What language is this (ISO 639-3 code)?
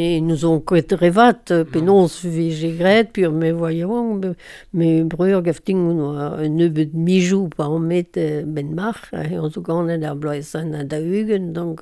bre